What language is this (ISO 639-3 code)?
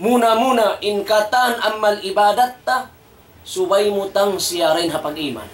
tsg